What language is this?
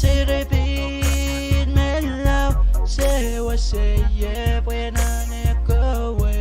Pohnpeian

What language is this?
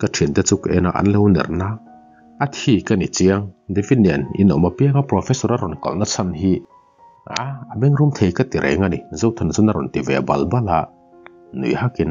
Mizo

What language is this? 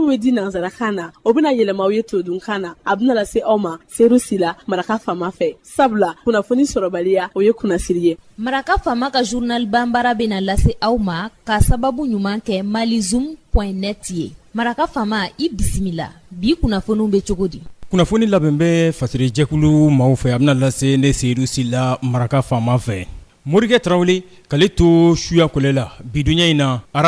Bambara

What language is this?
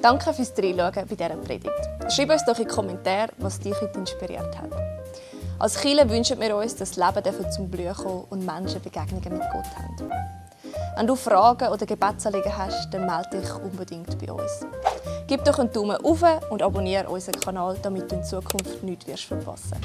Swiss German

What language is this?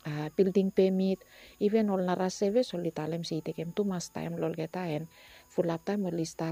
Bislama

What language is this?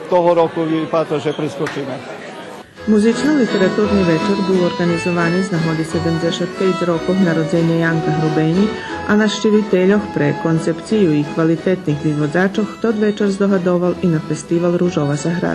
Rusyn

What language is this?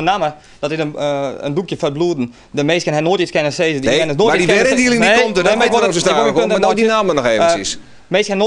Western Frisian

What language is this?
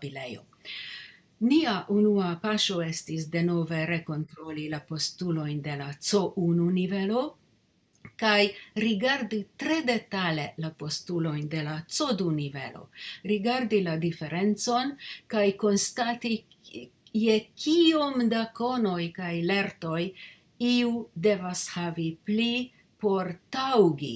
Esperanto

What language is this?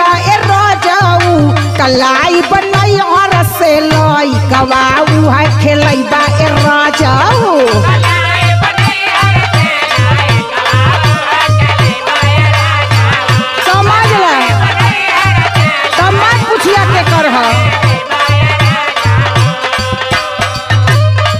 Bhojpuri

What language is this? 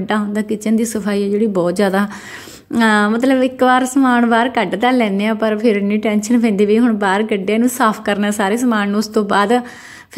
Punjabi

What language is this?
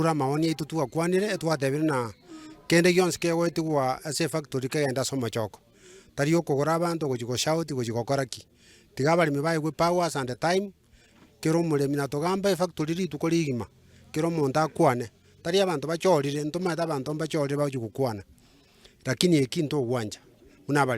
Gusii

